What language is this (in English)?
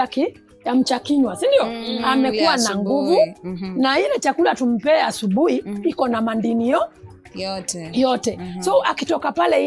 Swahili